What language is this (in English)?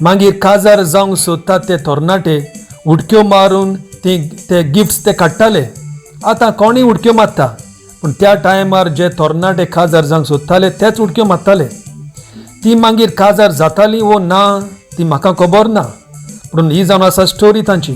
Konkani